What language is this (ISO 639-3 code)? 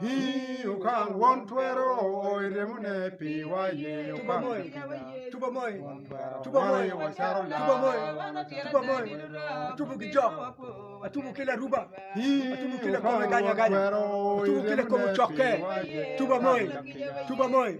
ach